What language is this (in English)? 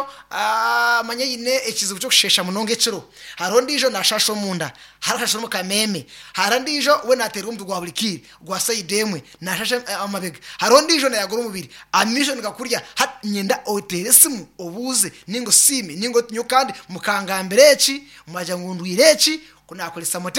Nyankole